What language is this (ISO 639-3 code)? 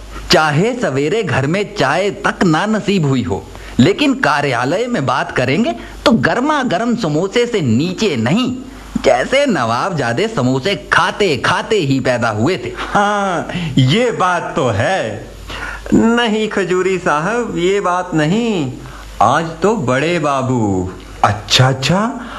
hin